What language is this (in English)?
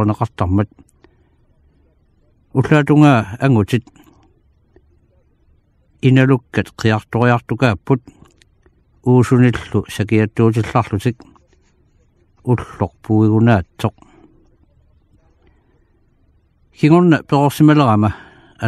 Kalaallisut